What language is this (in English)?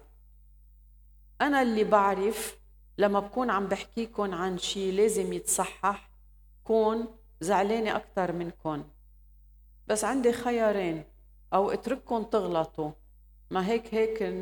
North Levantine Arabic